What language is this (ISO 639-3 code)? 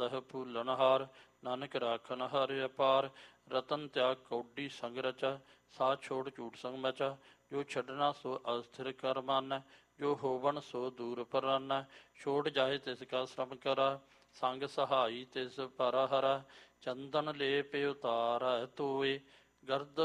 pan